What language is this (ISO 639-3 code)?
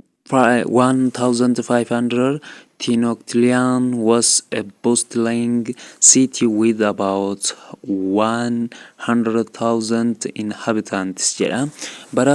orm